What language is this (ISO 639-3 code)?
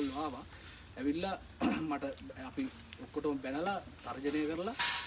sin